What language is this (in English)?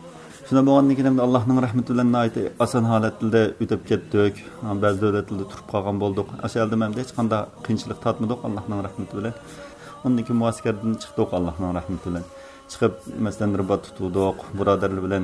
Uyghur